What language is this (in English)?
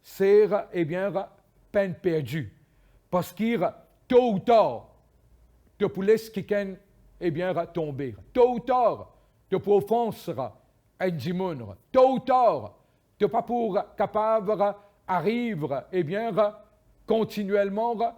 Morisyen